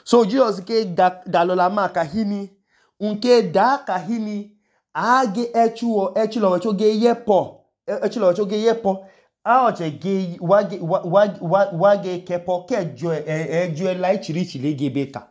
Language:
Idoma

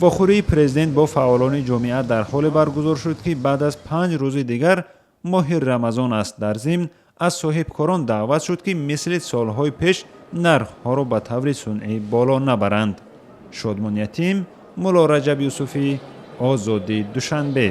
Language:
Tajik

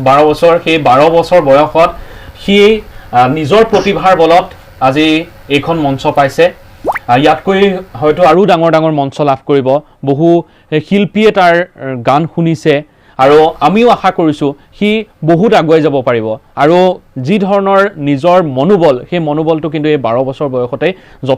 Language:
Assamese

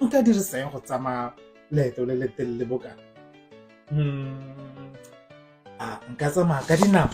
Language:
Tswana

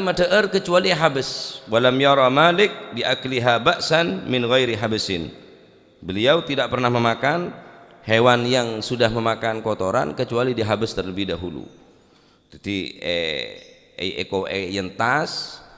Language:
Madurese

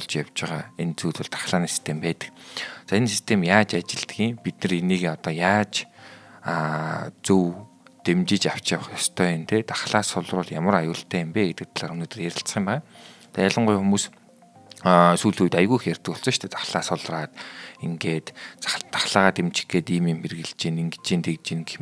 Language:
Mongolian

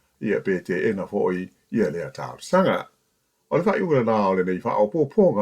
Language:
Samoan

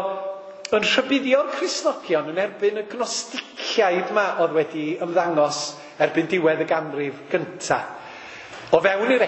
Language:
Welsh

